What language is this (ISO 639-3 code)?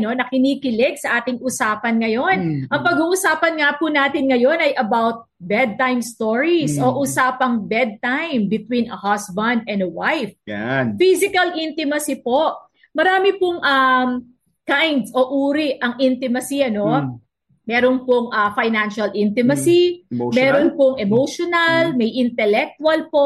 fil